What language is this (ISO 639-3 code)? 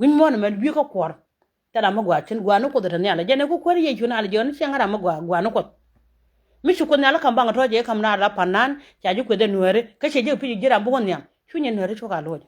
nus